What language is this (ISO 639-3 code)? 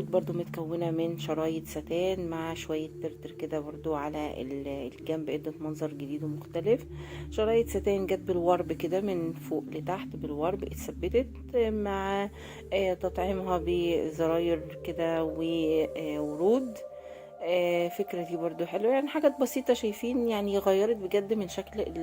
arz